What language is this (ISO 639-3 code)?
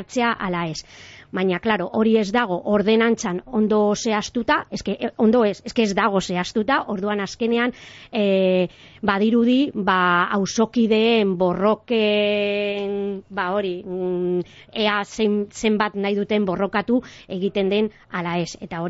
eus